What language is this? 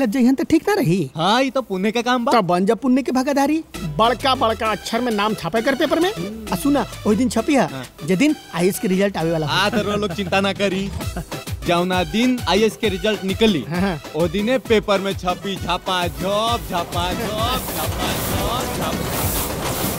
Bhojpuri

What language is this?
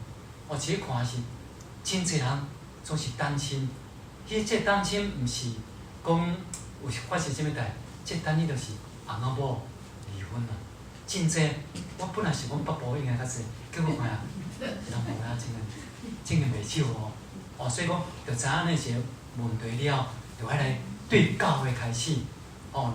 Min Nan Chinese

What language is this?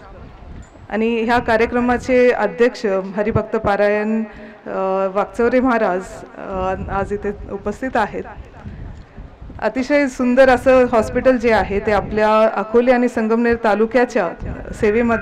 Marathi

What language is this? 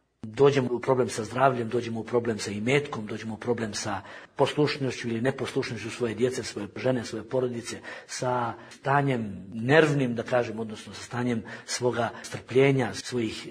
Bosnian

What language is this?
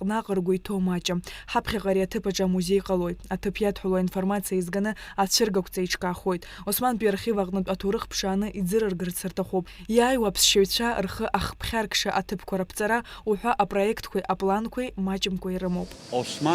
Abkhazian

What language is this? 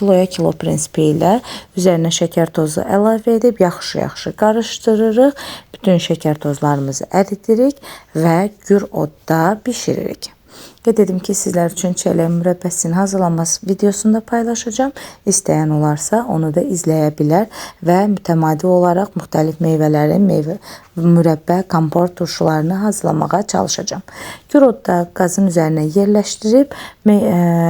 Azerbaijani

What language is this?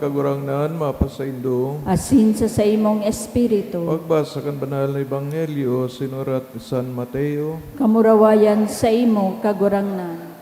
Bikol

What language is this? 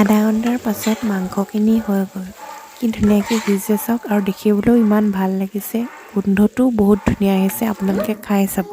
Assamese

